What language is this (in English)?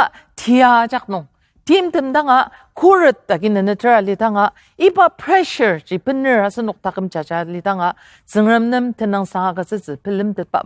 Ao Naga